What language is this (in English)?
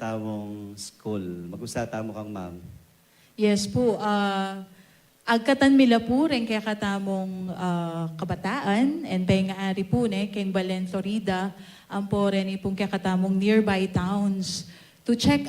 Pampanga